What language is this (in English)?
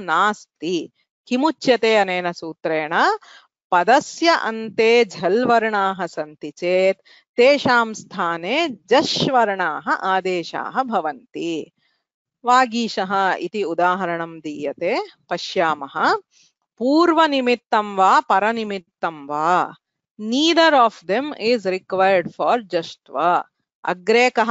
Sanskrit